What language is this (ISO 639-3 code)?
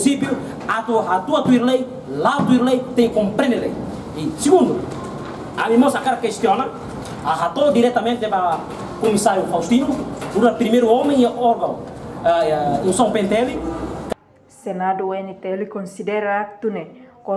tet